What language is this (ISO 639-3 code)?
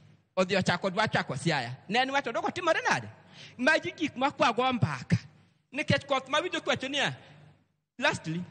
luo